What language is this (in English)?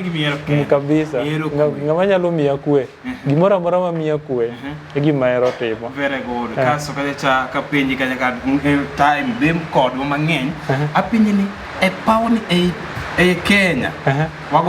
Luo (Kenya and Tanzania)